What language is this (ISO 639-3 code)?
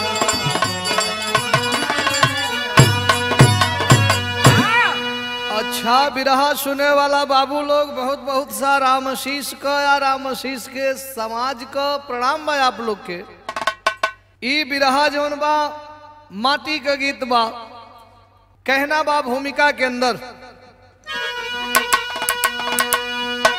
bho